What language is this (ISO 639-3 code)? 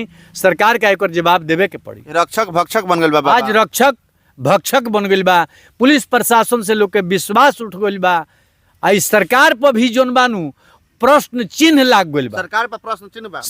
bho